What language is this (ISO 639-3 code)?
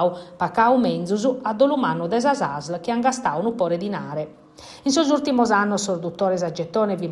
srd